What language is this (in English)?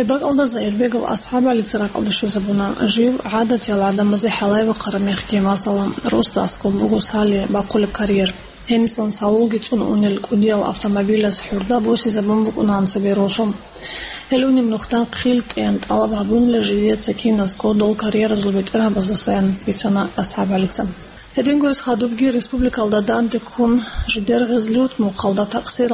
Avaric